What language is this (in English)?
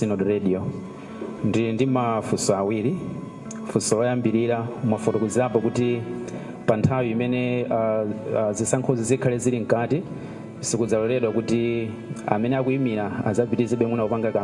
Nyanja